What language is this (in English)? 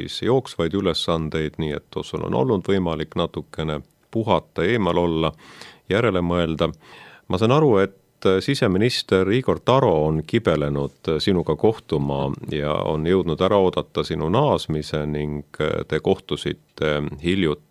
Estonian